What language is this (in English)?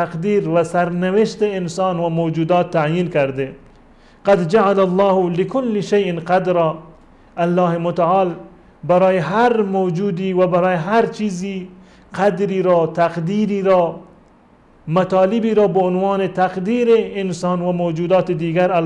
Persian